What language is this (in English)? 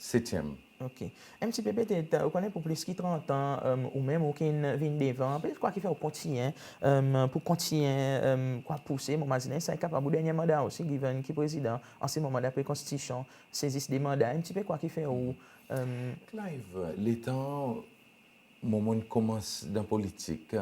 Seselwa Creole French